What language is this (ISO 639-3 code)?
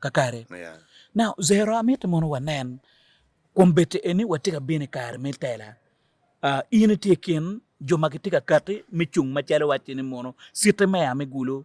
ach